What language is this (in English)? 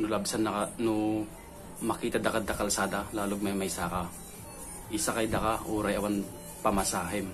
Iloko